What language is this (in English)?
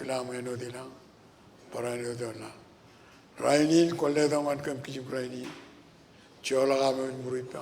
Marshallese